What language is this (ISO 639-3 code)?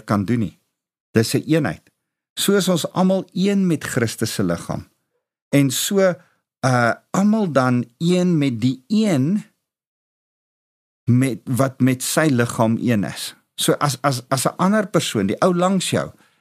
afr